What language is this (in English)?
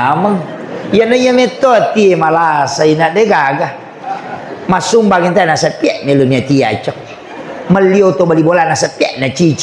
Buginese